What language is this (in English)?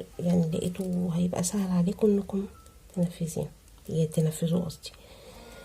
Egyptian Arabic